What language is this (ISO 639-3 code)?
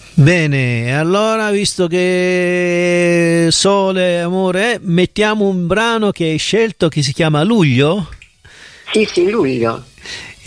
ita